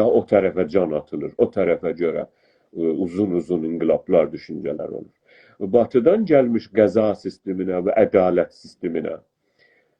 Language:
South Azerbaijani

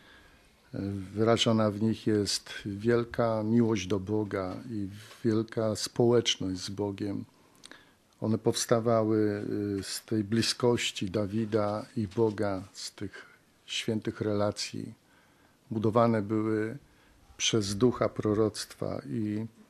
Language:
Polish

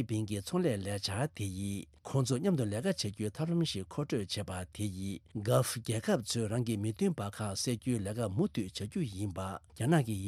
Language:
Tibetan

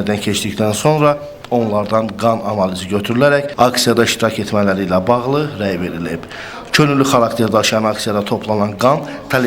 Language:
Azerbaijani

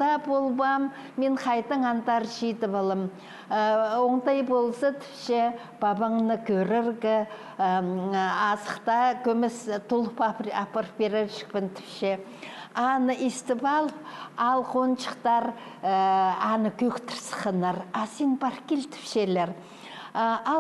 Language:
Khakas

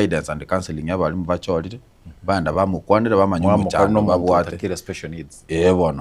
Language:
Gusii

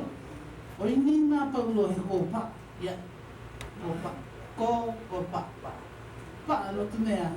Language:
Hawaiian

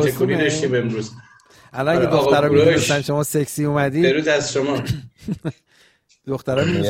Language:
Persian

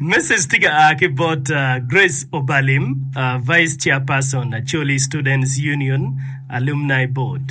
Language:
Acoli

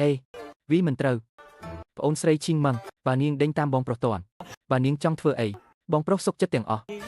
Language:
Khmer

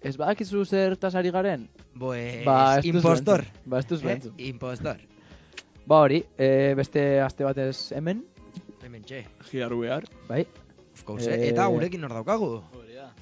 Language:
Basque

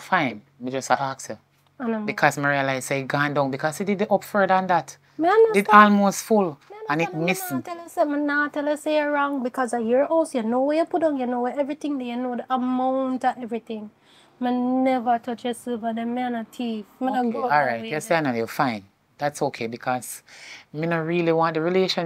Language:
Jamaican Creole English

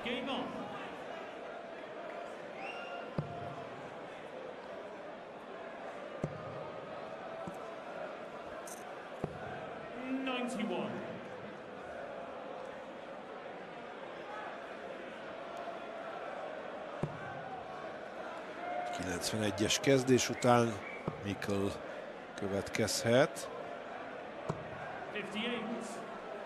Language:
Hungarian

